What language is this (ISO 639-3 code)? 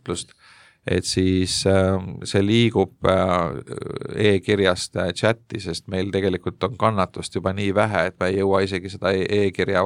est